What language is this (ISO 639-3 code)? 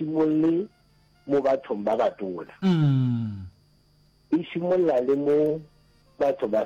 nso